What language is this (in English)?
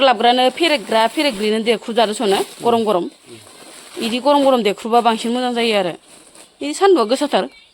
Bodo